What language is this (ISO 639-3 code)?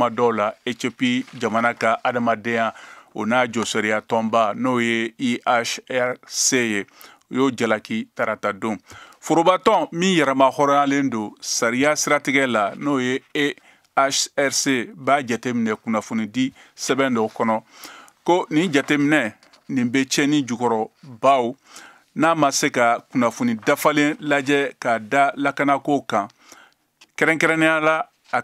bam